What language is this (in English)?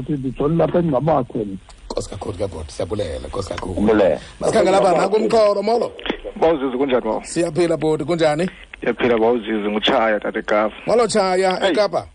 Xhosa